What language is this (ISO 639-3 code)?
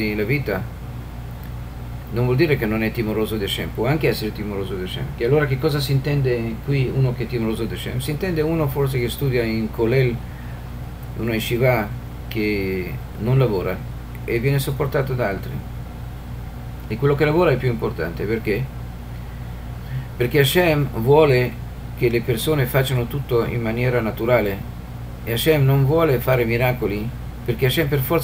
ita